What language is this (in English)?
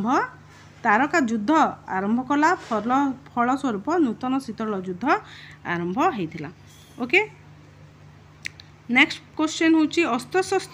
Odia